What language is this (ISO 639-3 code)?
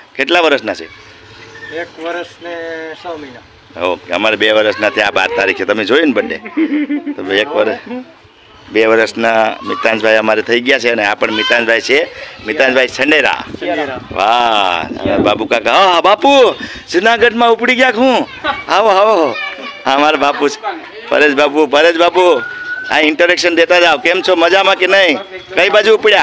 guj